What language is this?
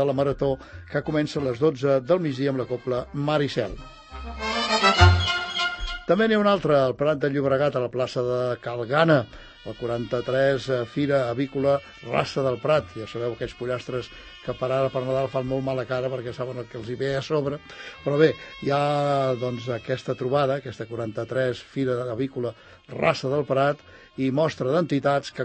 Catalan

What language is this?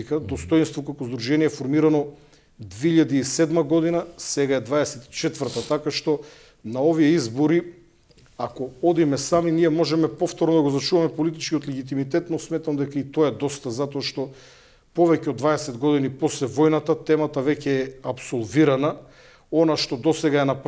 Macedonian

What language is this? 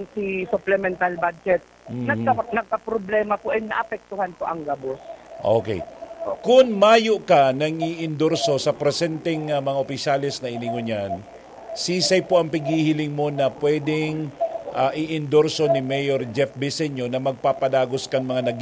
Bikol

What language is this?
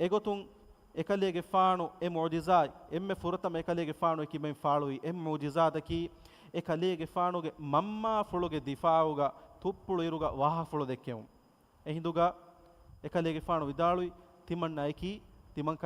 Divehi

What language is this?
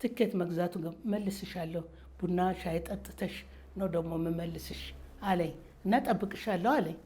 Amharic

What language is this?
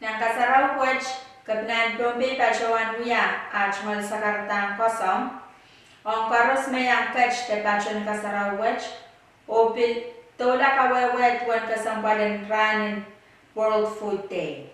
Pohnpeian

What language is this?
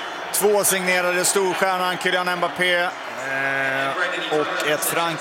Swedish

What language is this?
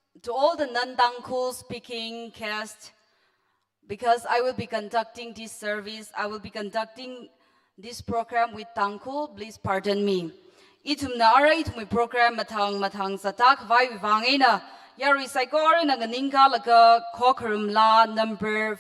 Tangkhul Naga (India)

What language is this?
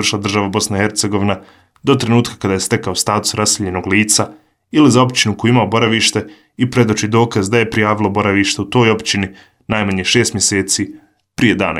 Bosnian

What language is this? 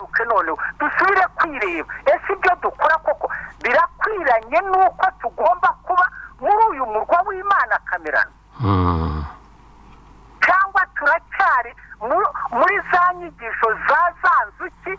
Kinyarwanda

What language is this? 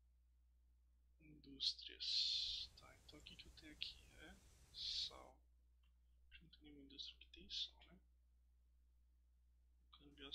Portuguese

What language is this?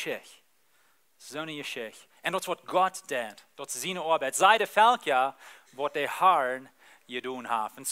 Plautdietsch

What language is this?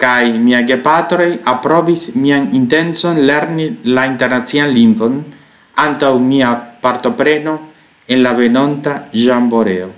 Esperanto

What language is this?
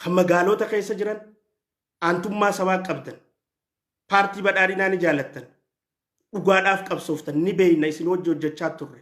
Oromo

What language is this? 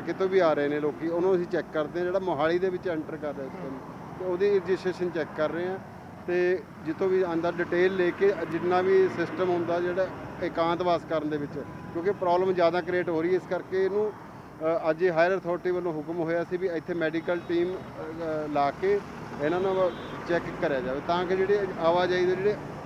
Punjabi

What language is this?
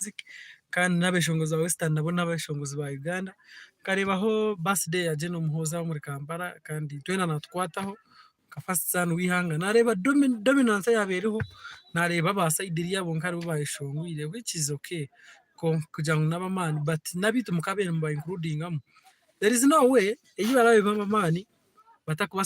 Nyankole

